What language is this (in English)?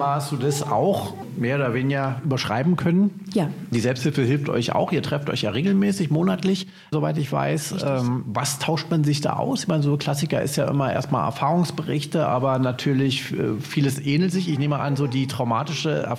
German